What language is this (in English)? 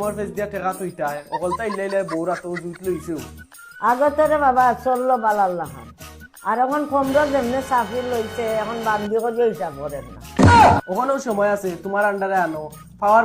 Sylheti